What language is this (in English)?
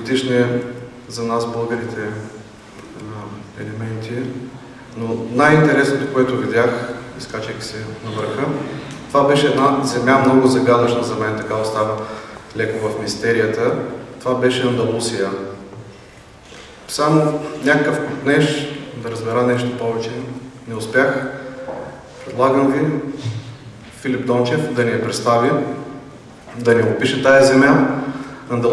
Bulgarian